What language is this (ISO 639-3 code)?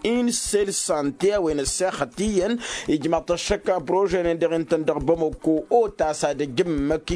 taq